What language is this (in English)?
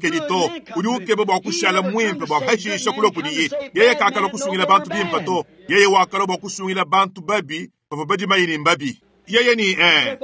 Luba-Lulua